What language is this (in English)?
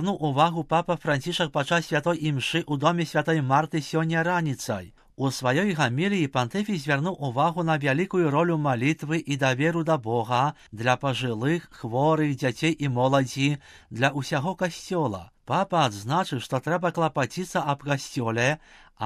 Belarusian